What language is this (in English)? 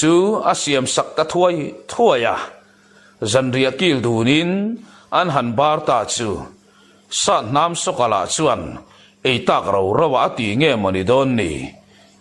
Mizo